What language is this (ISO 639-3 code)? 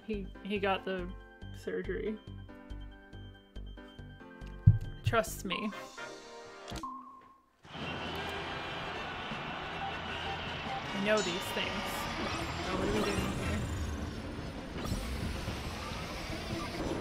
eng